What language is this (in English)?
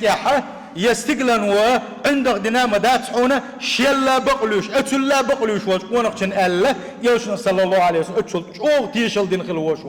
Chechen